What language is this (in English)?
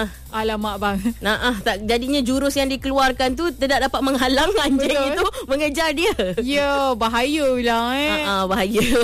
Malay